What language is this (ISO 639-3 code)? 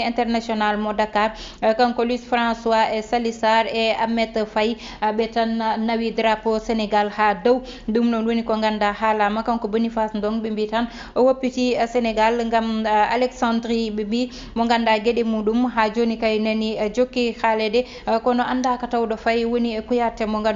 ful